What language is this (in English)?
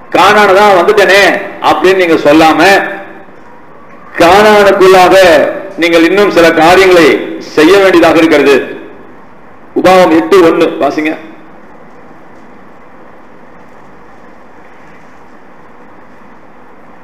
Tamil